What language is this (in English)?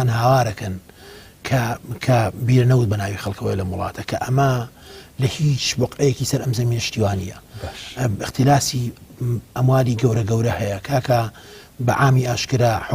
Central Kurdish